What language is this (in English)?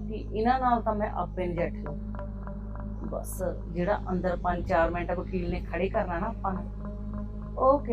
Punjabi